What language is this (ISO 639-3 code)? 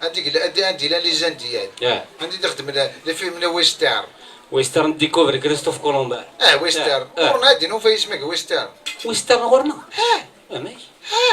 kab